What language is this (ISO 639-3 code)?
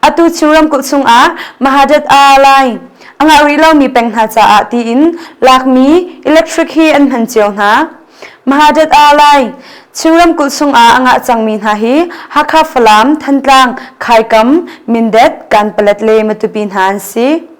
cnh